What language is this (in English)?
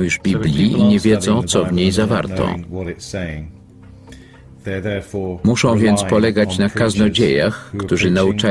Polish